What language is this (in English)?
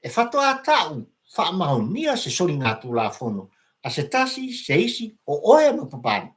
Samoan